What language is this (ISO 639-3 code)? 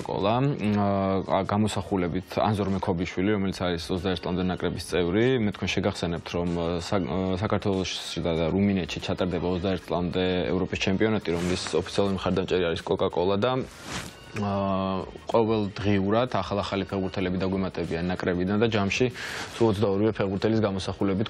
kat